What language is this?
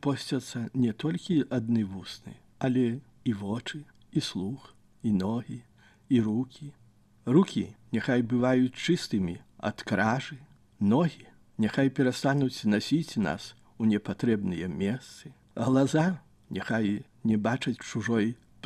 Belarusian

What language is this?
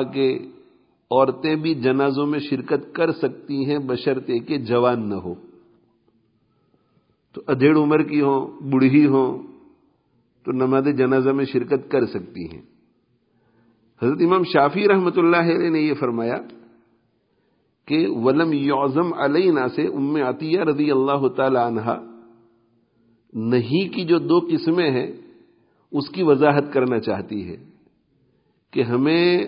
Urdu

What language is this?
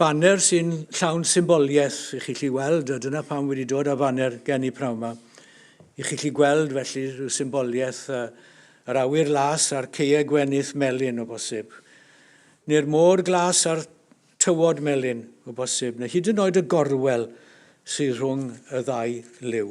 Welsh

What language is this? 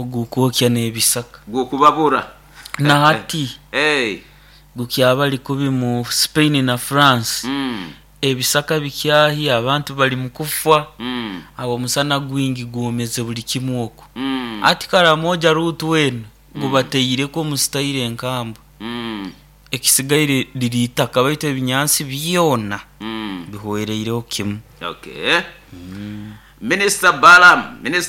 Nyoro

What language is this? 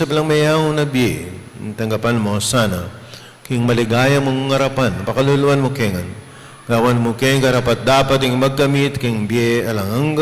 Pampanga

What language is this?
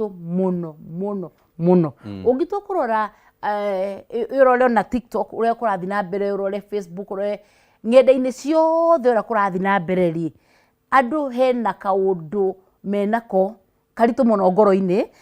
Kikuyu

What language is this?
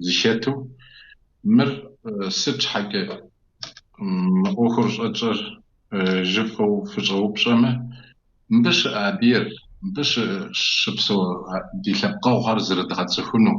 Kabardian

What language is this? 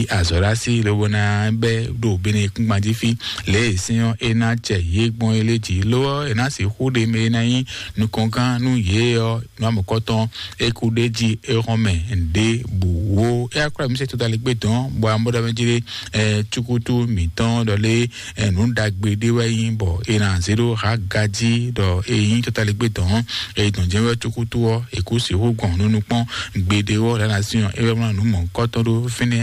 Fon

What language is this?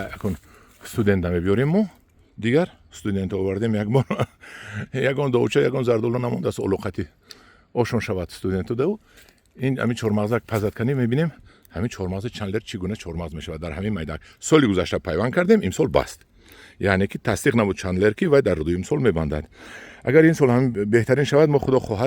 Tajik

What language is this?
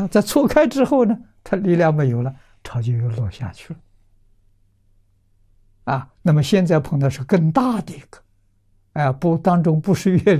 Chinese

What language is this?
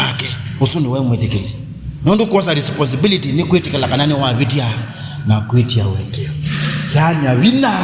Kamba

